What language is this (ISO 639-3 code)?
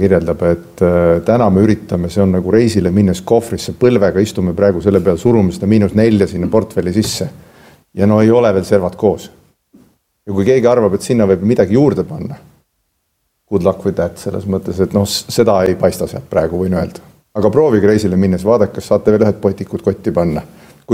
est